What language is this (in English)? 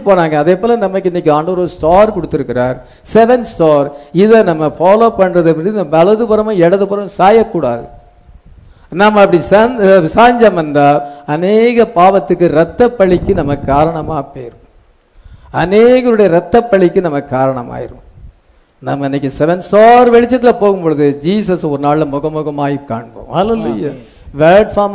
Tamil